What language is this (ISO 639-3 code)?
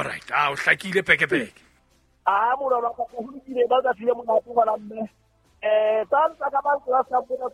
sot